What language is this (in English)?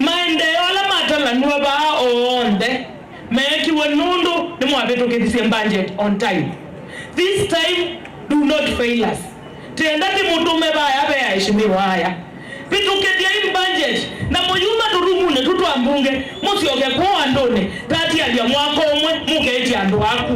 Kamba